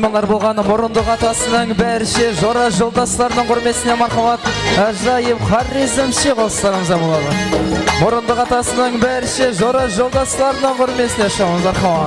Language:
Kara-Kalpak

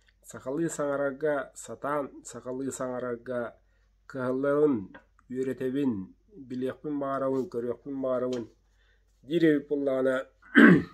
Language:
Yakut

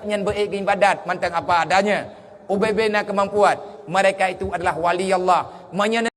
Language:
Achinese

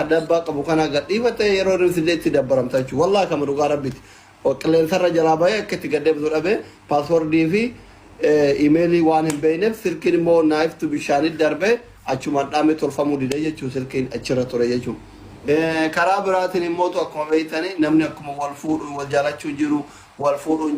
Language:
Oromo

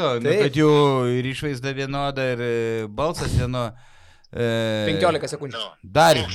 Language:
Lithuanian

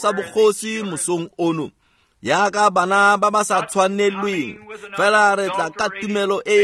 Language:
Tswana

